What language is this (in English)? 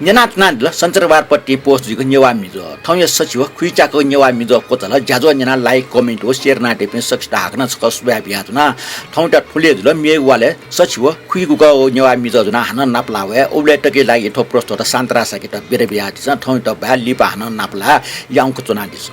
Newari